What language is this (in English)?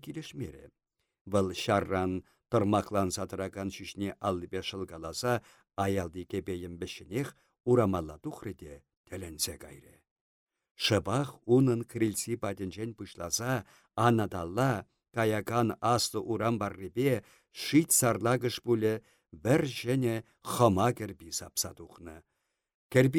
Chuvash